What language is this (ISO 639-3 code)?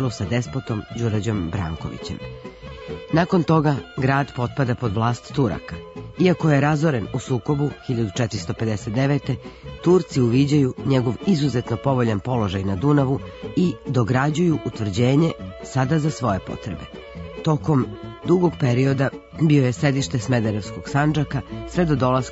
srp